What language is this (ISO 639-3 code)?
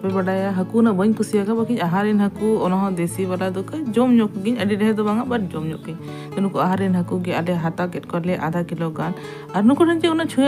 sat